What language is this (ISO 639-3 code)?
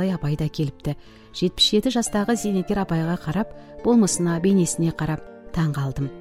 kaz